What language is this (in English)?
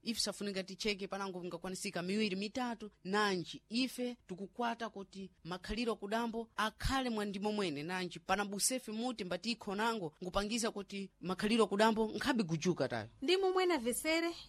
Sena